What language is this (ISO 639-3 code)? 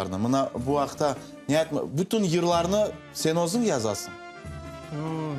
crh